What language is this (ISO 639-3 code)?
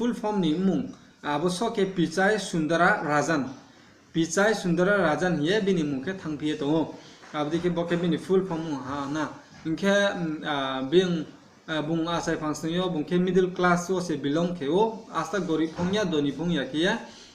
ria